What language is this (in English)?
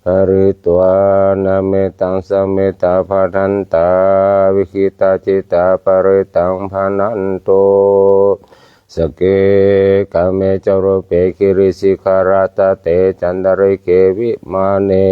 Pali